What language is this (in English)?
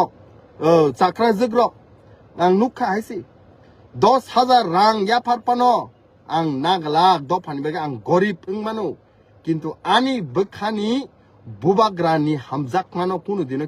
Kok Borok